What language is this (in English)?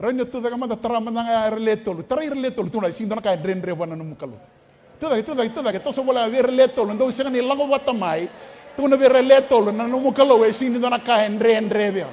Fijian